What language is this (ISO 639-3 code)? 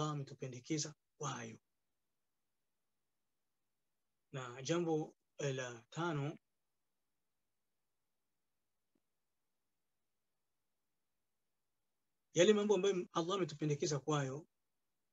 swa